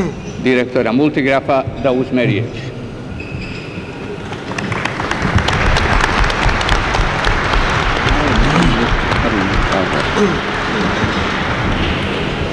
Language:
Croatian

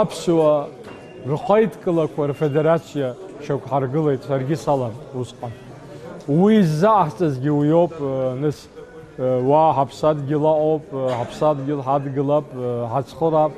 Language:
Abkhazian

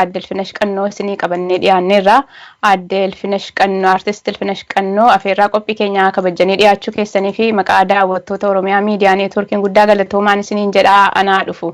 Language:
Oromo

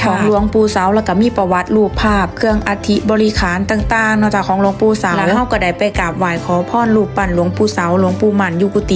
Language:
Northeastern Thai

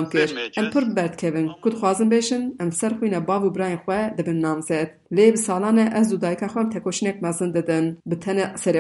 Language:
Kurdish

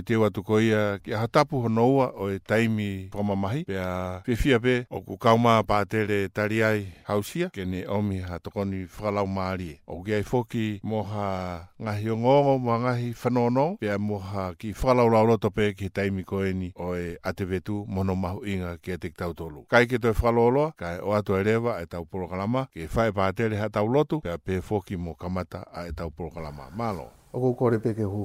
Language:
Tongan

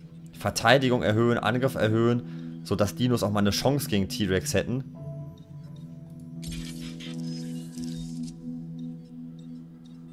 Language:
German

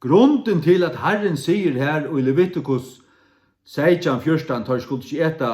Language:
Faroese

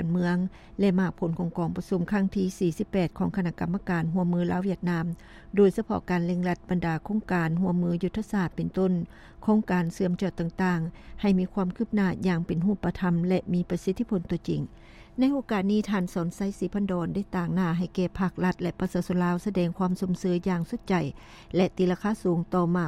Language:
Lao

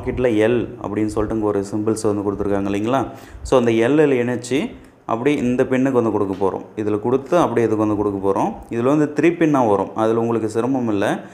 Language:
Tamil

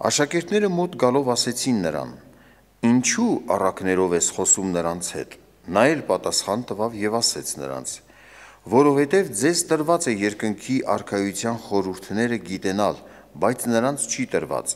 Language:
Armenian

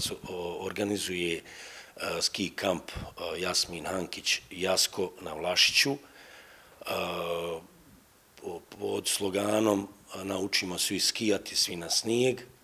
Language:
Bosnian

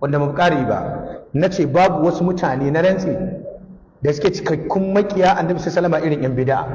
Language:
Hausa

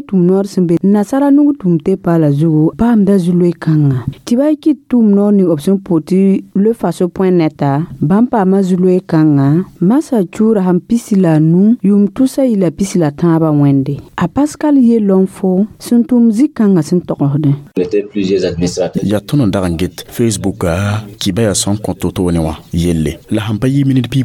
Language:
Mossi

